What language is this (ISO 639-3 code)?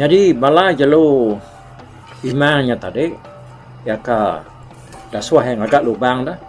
iba